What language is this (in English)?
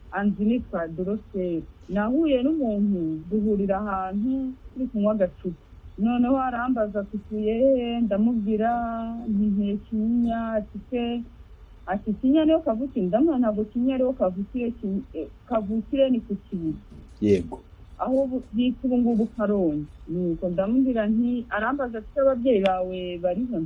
Kinyarwanda